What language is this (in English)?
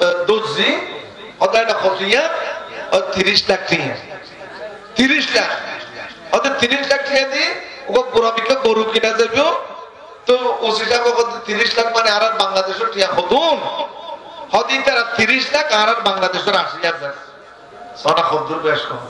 Rohingya